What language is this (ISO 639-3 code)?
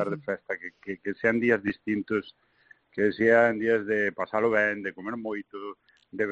glg